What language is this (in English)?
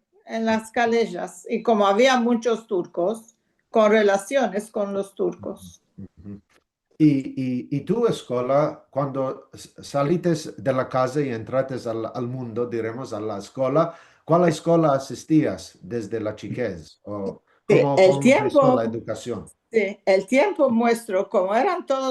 Ladino